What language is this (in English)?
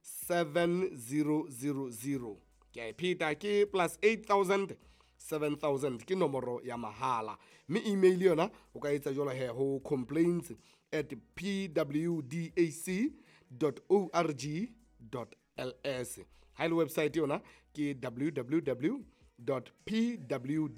Southern Sotho